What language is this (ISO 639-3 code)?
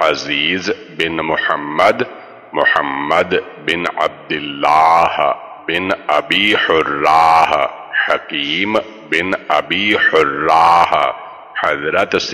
urd